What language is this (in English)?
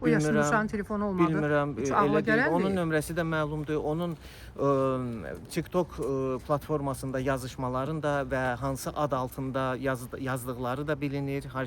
Azerbaijani